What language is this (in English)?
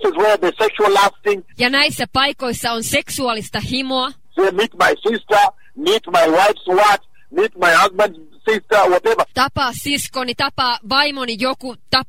Finnish